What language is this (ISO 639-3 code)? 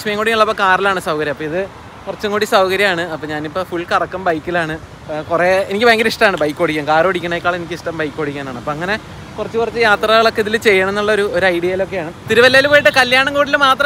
mal